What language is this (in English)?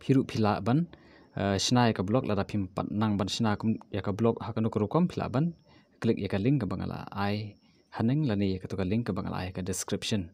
Khasi